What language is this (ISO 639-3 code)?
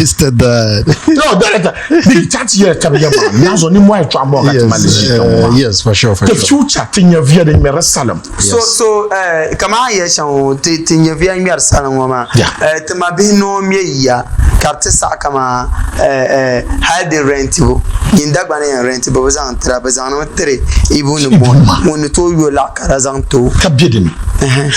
dag